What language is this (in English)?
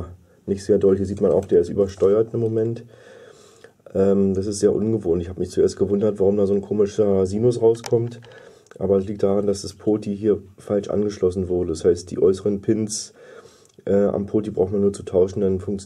German